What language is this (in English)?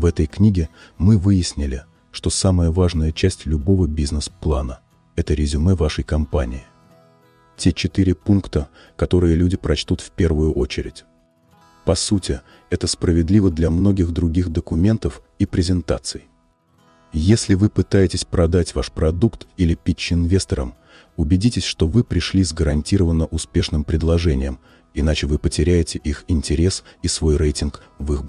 Russian